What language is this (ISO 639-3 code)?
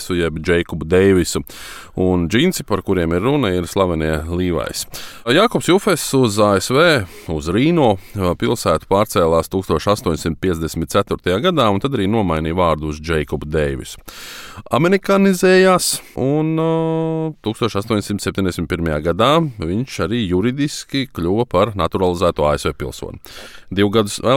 lav